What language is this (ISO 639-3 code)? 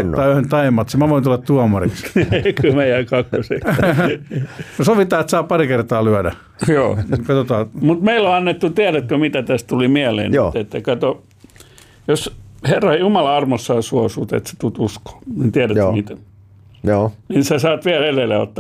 fin